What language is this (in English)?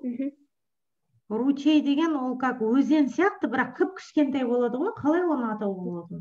Kazakh